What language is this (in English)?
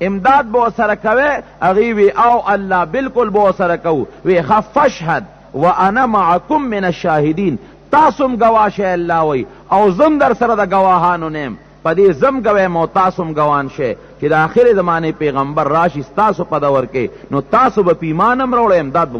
Pashto